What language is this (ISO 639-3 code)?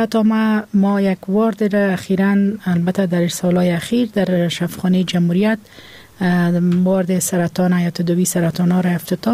fas